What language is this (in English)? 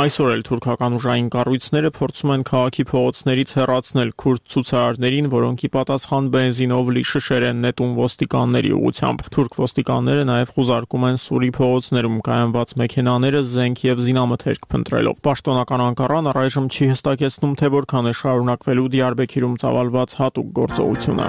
Armenian